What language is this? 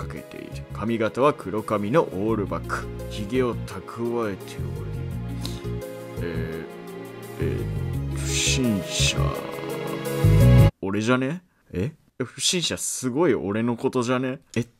Japanese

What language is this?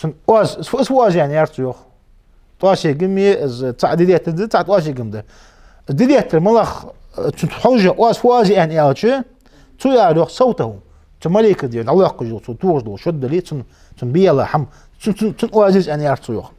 Ingush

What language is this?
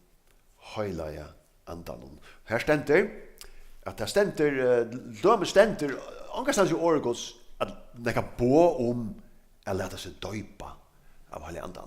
Faroese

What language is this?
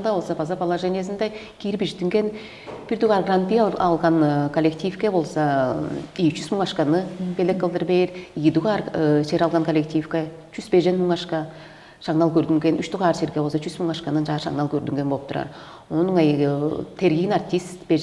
Tuvinian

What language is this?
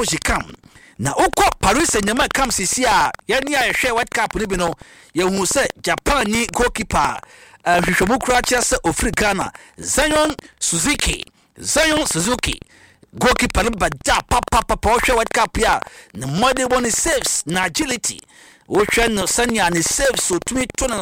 Akan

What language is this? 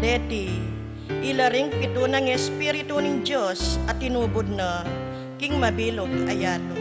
Pampanga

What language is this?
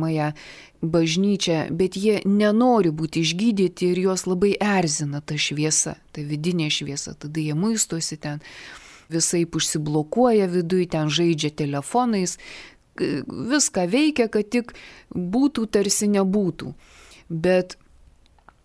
Lithuanian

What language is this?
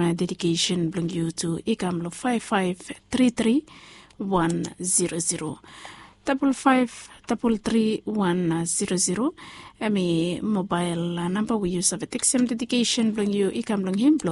Bislama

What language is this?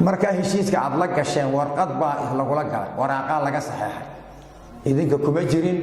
Somali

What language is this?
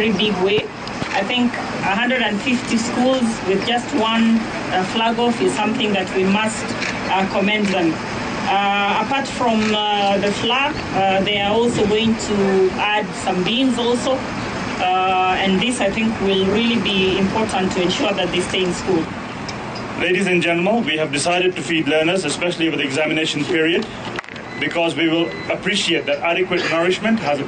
Gusii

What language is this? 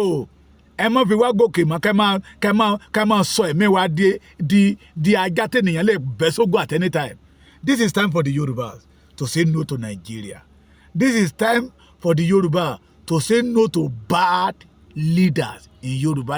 Yoruba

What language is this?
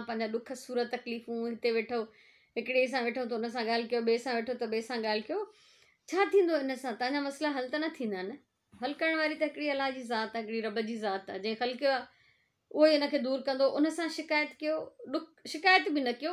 Sindhi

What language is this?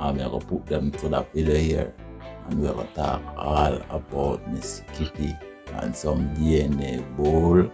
Jamaican Creole English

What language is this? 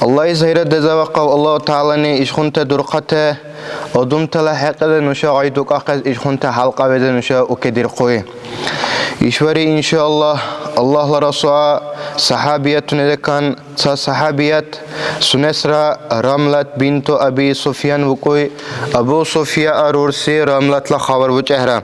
Dargwa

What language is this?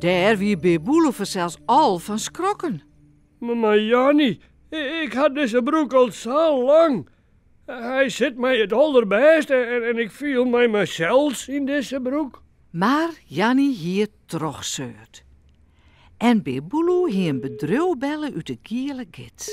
Western Frisian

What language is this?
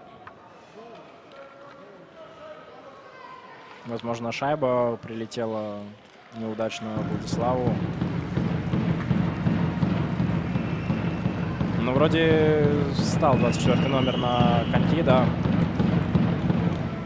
Russian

